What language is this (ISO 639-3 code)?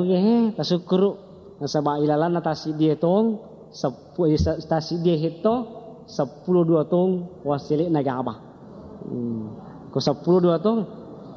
bug